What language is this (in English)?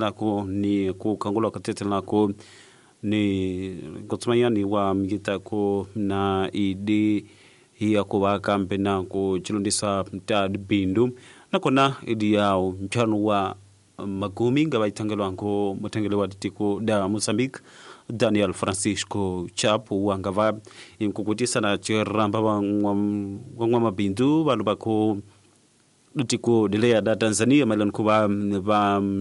Tsonga